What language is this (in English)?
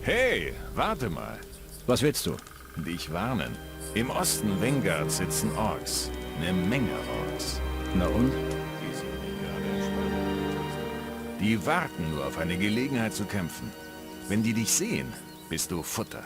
Bavarian